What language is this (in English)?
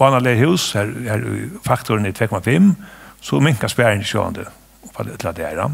Faroese